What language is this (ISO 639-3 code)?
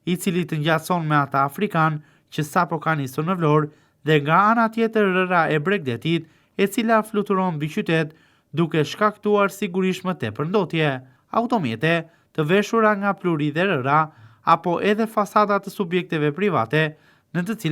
sqi